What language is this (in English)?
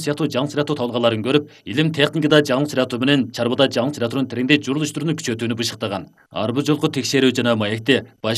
Kyrgyz